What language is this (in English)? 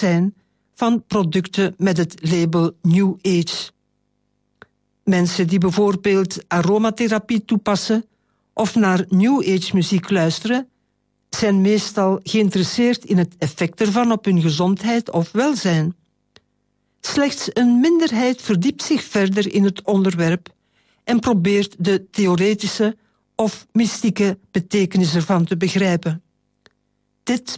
Dutch